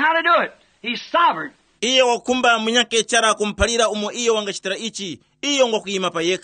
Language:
Tumbuka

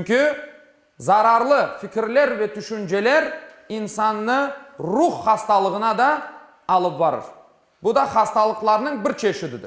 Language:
Crimean Tatar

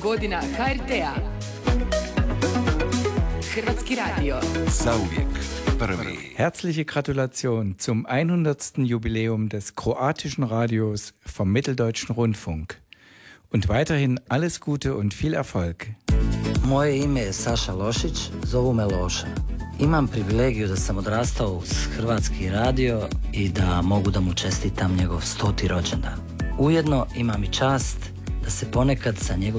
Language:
Croatian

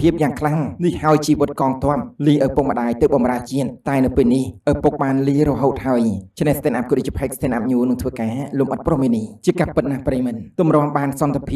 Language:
Khmer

